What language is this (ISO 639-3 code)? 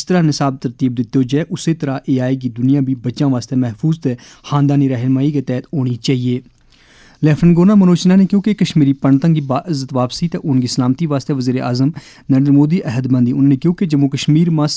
gju